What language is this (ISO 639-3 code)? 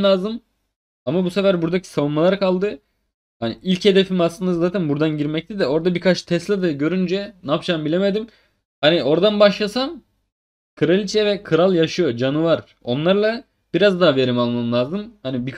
tur